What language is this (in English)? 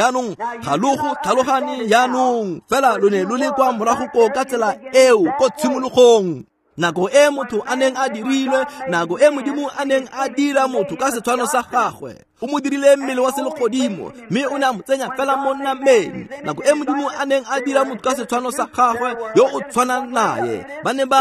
Tswana